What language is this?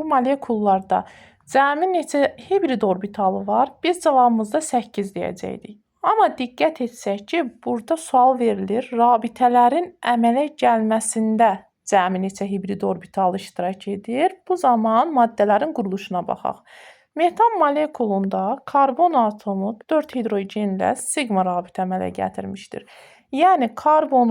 Azerbaijani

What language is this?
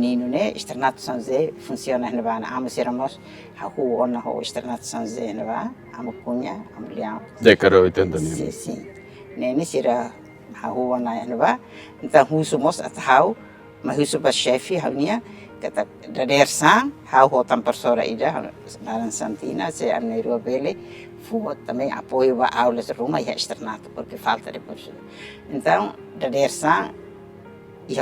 Tetum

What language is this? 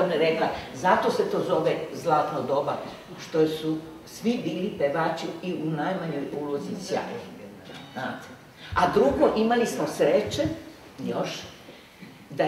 Serbian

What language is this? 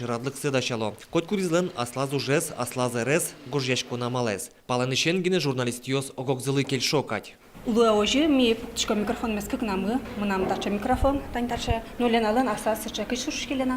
Udmurt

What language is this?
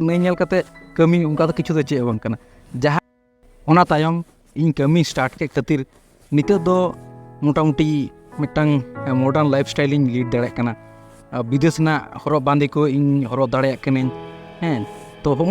Santali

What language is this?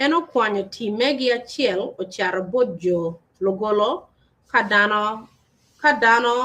Acoli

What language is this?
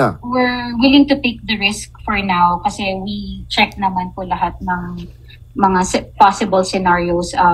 Filipino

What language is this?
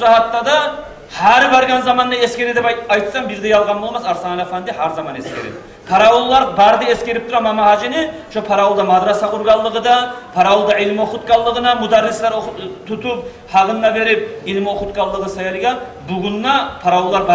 Kumyk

